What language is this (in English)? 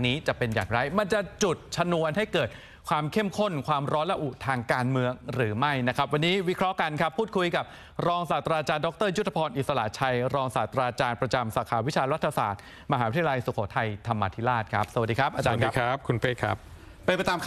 Thai